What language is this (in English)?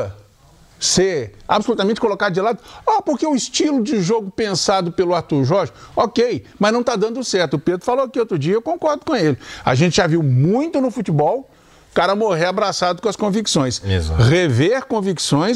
Portuguese